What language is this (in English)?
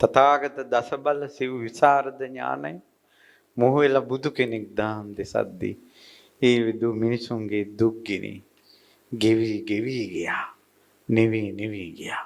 Sinhala